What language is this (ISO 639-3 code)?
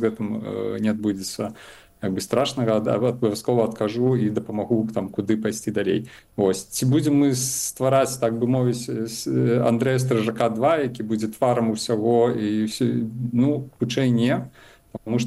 bel